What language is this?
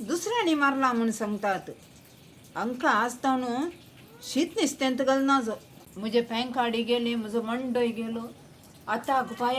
Konkani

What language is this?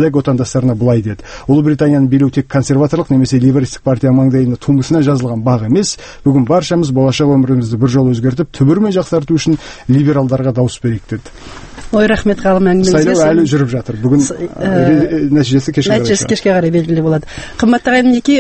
Kazakh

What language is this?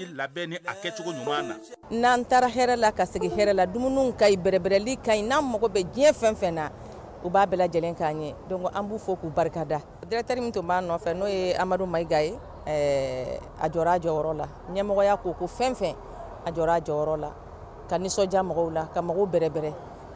Bambara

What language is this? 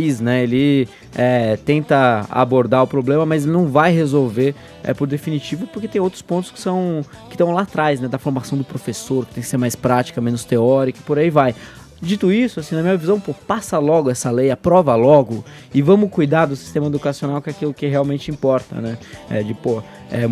Portuguese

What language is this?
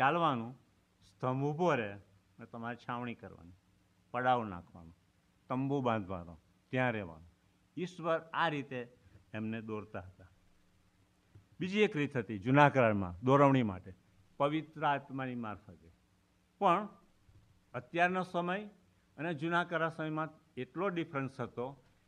Gujarati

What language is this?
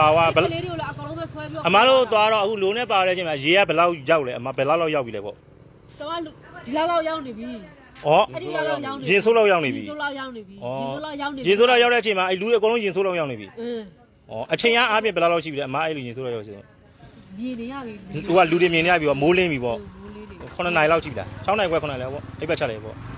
Burmese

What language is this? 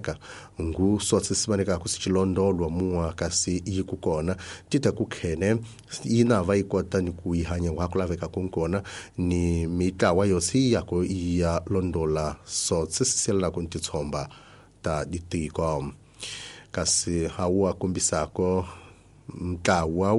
Tsonga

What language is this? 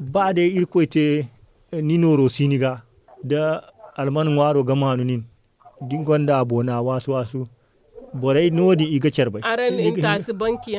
Zarma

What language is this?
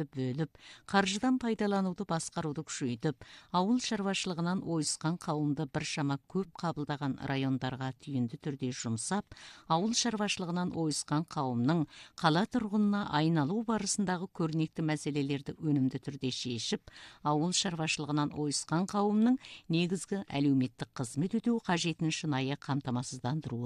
Kazakh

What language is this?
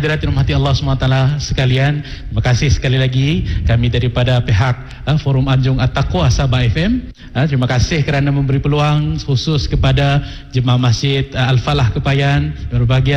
Malay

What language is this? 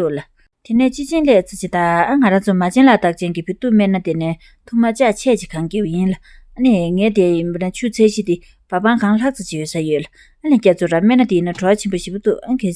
Tibetan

